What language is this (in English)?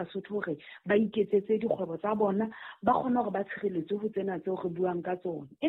Southern Sotho